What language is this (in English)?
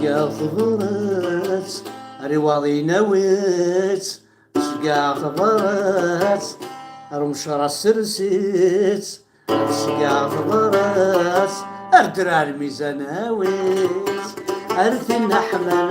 Kabyle